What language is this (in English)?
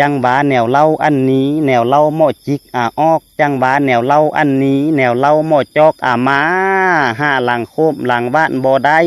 Lao